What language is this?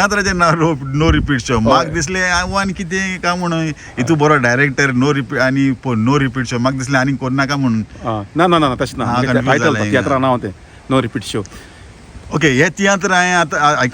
Konkani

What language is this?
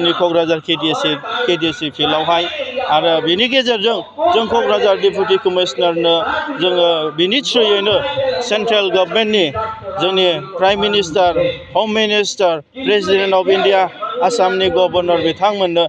Bodo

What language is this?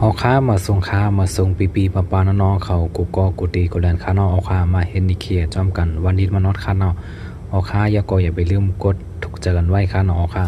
Shan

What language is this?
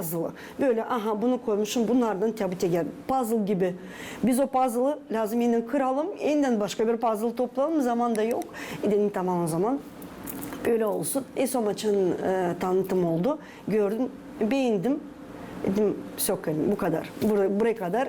Gagauz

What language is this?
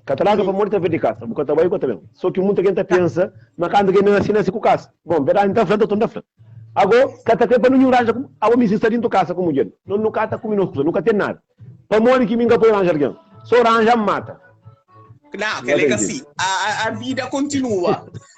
Kabuverdianu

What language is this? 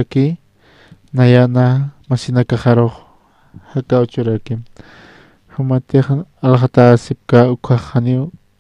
Aymara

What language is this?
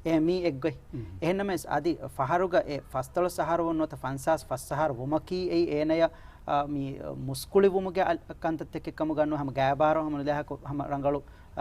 Divehi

